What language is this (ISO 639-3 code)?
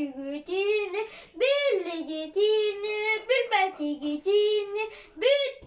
sah